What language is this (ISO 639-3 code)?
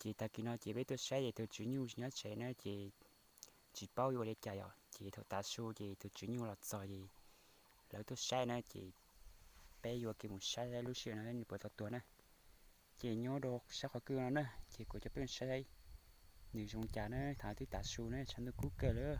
hmn